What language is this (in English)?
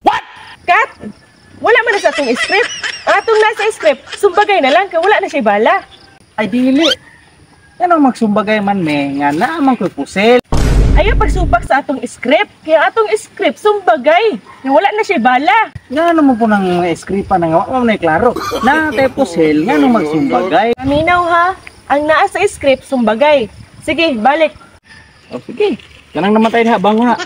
Cebuano